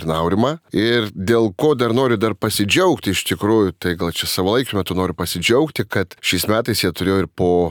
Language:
Lithuanian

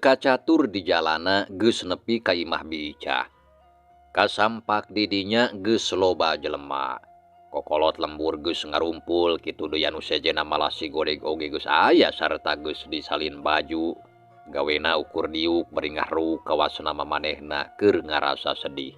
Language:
Sundanese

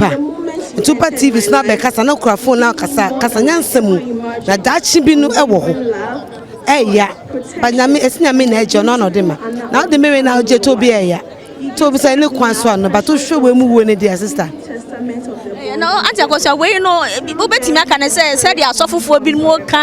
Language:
Akan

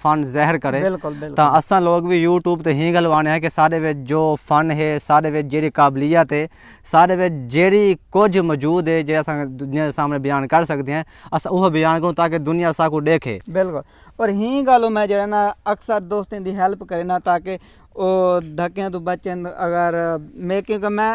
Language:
Saraiki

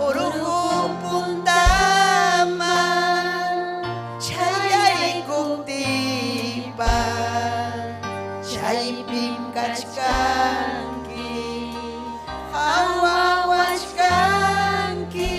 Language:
Ayacucho Quechua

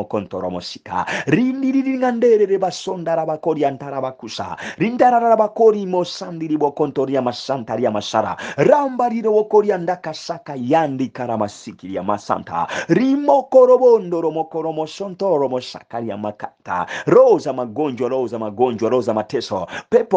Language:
Swahili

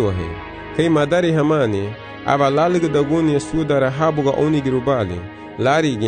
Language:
Garifuna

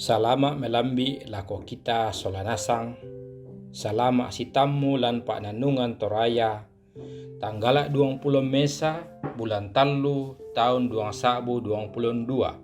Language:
Toraja-Sa'dan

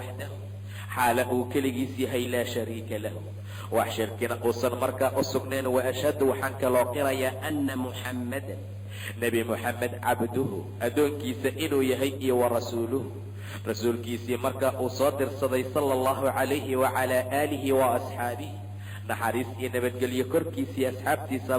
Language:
Somali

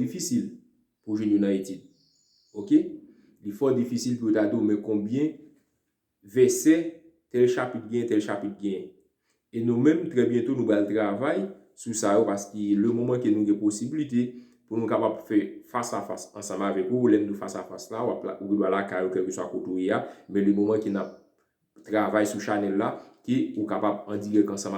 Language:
Haitian Creole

